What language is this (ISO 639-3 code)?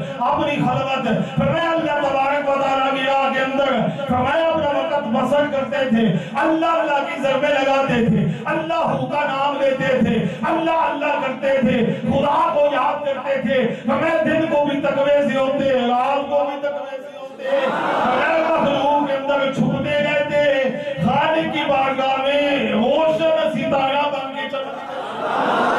urd